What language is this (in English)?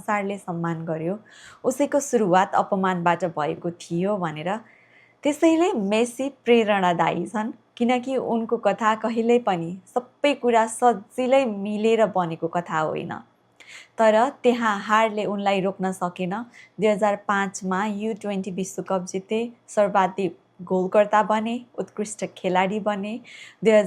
Nepali